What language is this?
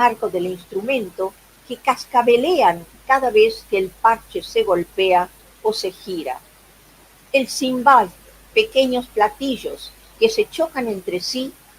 Ladino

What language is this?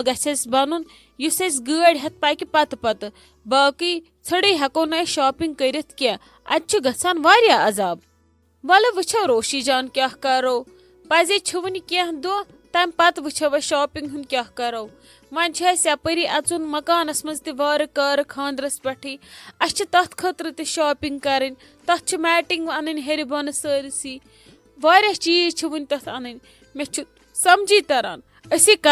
Kashmiri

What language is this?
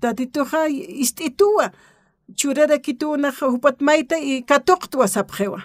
Aymara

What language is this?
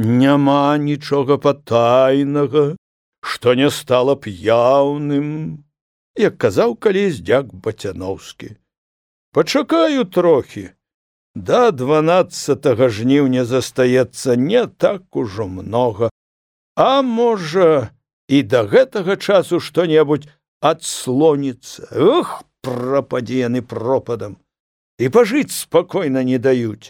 Belarusian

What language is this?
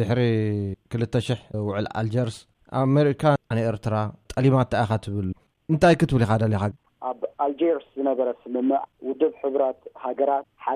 Tigrinya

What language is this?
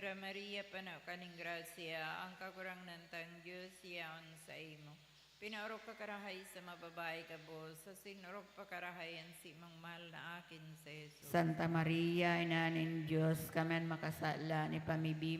Bikol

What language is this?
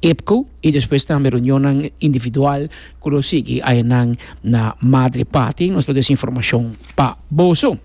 Papiamento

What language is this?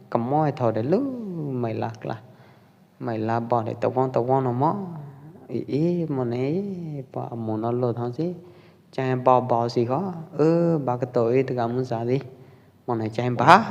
Pwo Eastern Karen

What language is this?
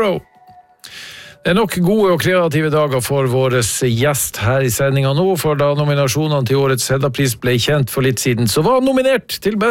Norwegian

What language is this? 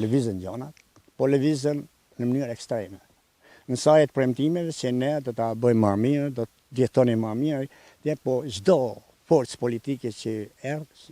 Albanian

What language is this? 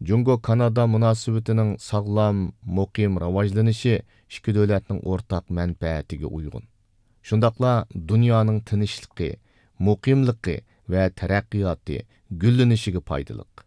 Uyghur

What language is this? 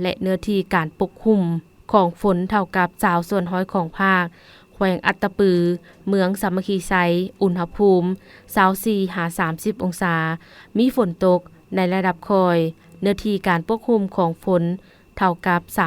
Lao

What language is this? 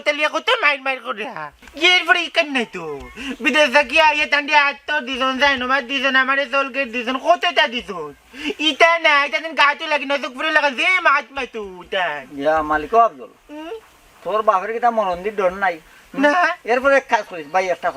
Sylheti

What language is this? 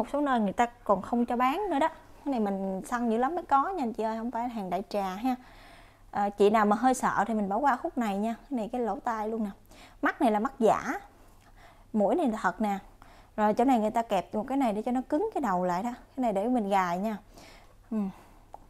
Vietnamese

